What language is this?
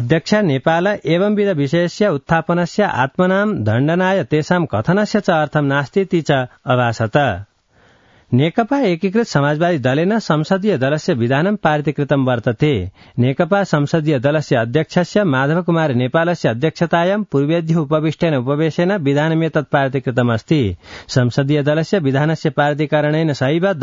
Sanskrit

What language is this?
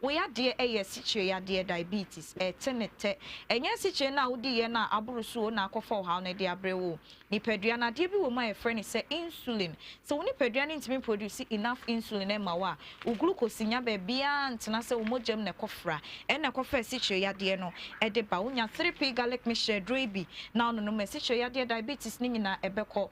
Akan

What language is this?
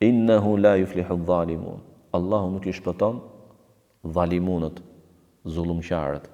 Albanian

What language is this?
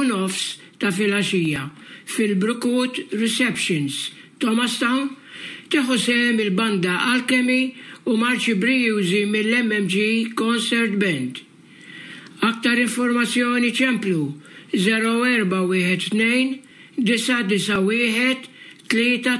Maltese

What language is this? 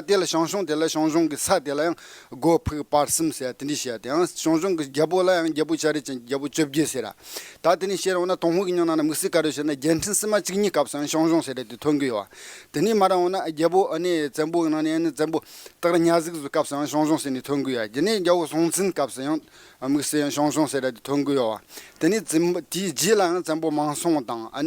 Tibetan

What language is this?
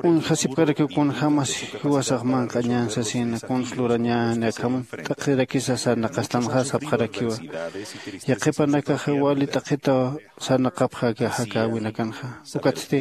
Aymara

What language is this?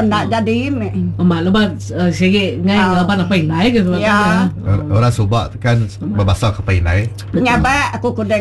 Iban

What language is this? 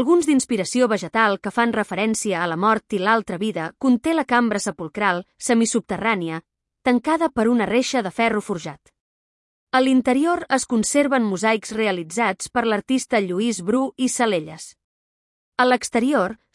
Catalan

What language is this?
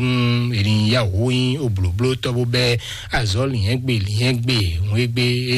Fon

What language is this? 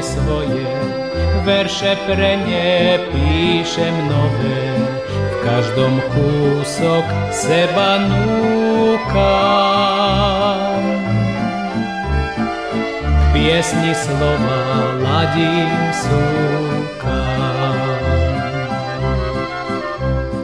Slovak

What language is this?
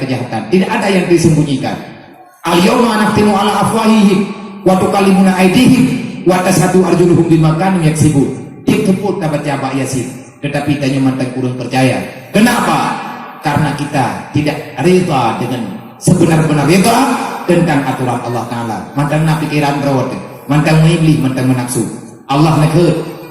Achinese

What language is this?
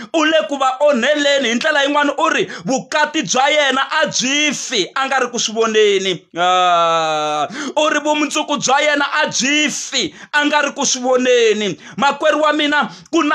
Tsonga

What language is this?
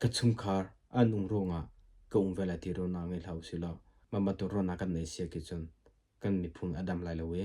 Hakha Chin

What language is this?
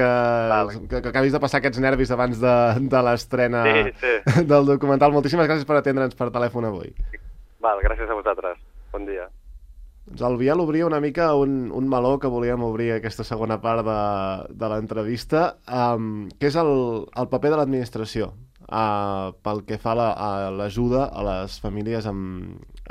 Catalan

